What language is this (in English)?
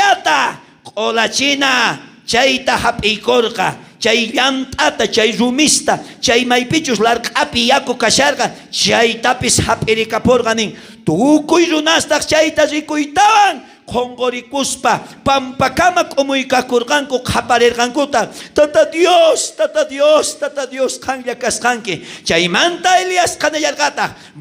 South Bolivian Quechua